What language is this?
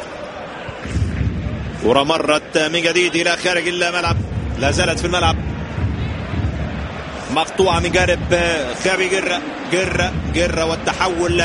Arabic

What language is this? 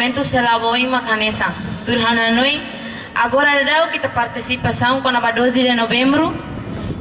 Tetum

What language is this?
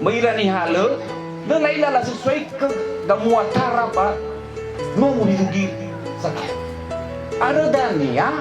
Nias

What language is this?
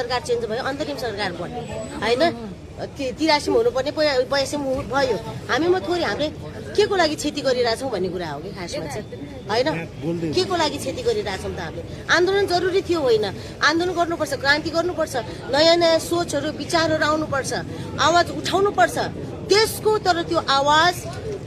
Nepali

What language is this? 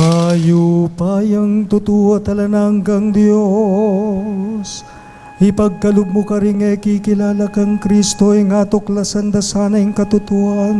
Pampanga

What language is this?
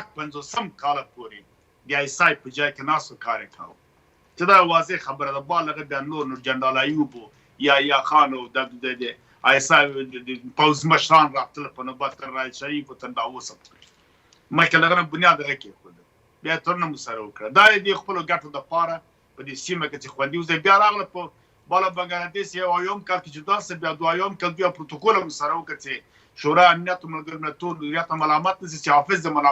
Pashto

